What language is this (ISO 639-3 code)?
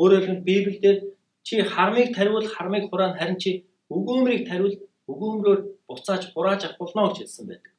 mon